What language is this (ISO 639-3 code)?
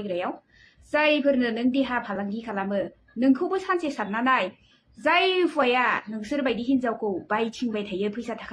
brx